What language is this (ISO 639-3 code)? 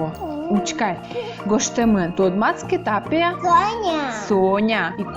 udm